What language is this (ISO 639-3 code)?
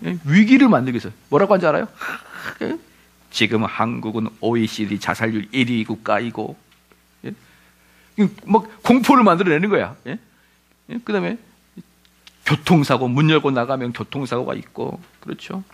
kor